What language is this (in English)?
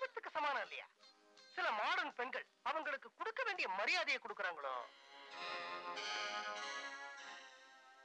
Tamil